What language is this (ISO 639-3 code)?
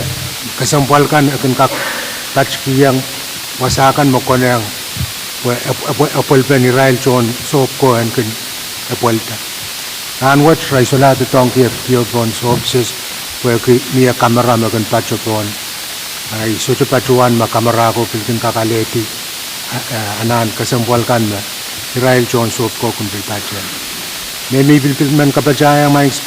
pon